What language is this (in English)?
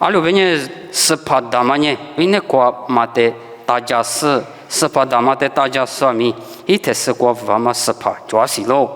Lisu